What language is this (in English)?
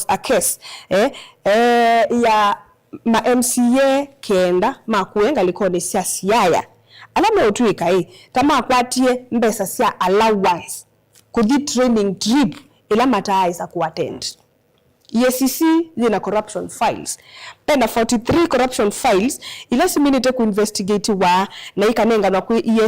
Kamba